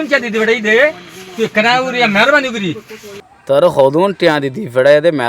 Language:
Rohingya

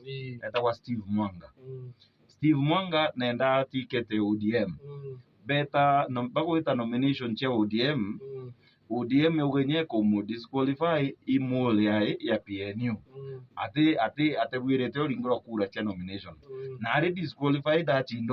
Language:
Meru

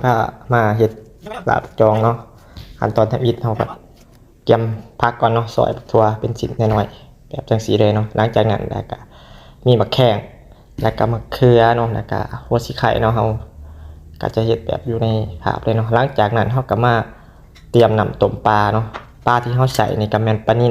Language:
Lao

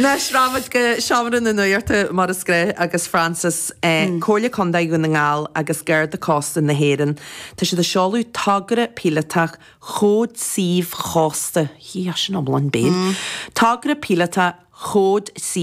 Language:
Irish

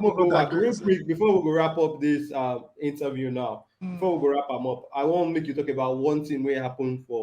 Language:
Nigerian Pidgin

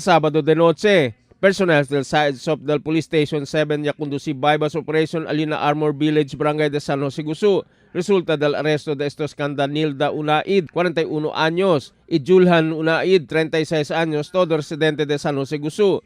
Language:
Chavacano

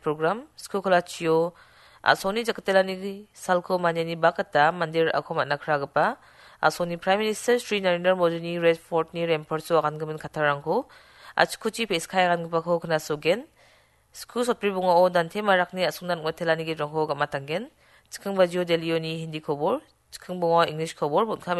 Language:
Garo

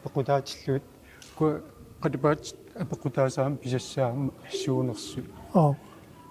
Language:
Kalaallisut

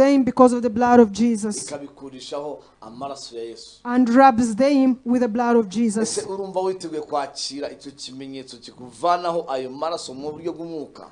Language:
Kinyarwanda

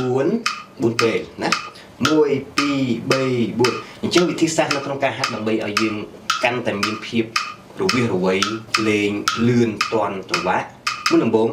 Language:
Khmer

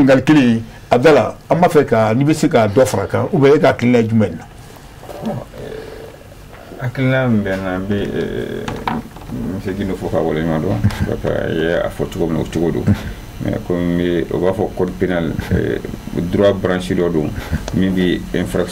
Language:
Bambara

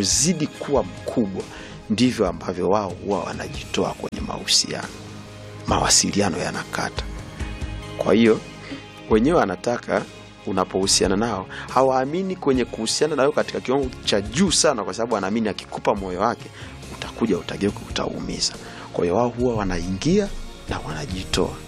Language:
Swahili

